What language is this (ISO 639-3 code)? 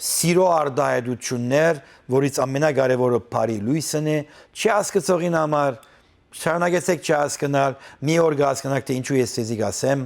hyw